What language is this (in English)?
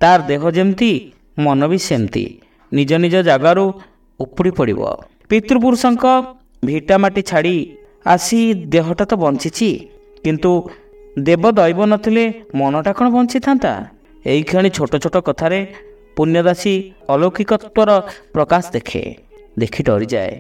Odia